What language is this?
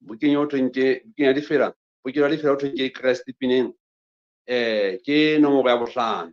Southern Sotho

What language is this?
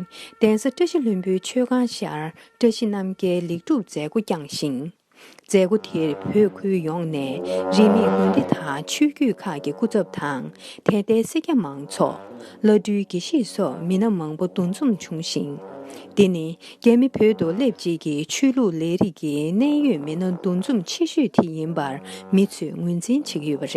Tibetan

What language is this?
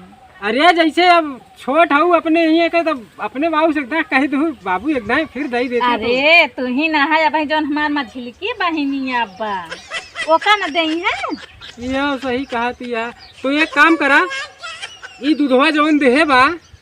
Awadhi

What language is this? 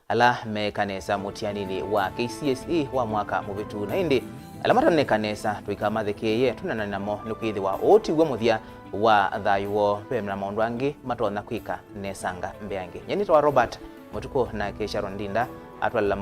Kamba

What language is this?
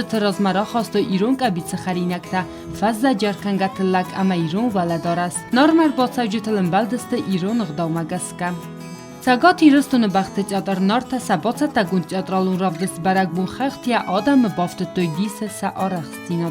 Ossetic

